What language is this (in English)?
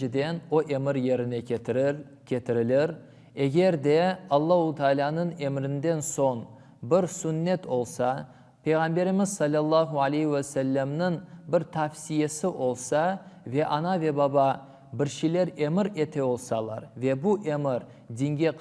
Crimean Tatar